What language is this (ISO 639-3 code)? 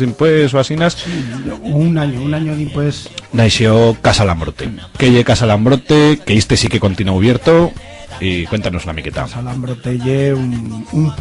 arg